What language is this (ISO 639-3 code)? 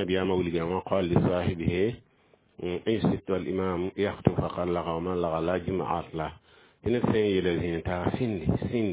mos